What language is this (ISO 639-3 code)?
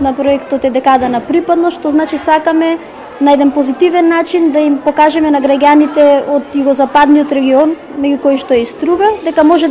mkd